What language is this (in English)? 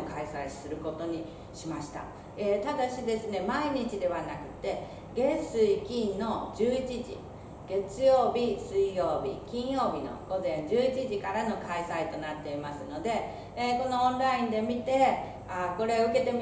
Japanese